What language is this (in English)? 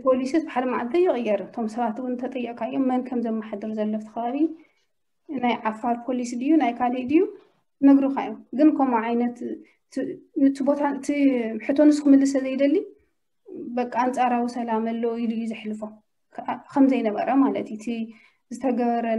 Tigrinya